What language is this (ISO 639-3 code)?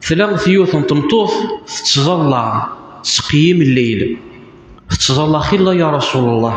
kab